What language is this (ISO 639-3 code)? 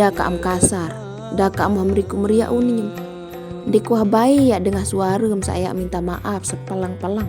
sas